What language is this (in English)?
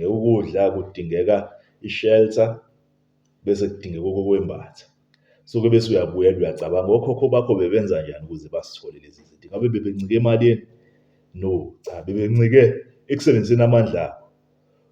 Zulu